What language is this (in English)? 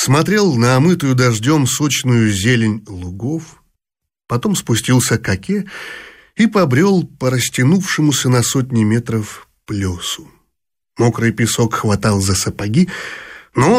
Russian